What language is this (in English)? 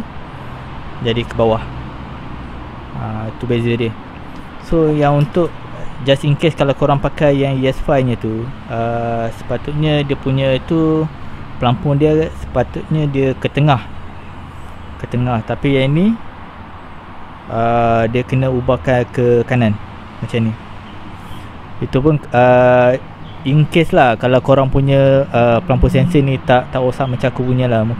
Malay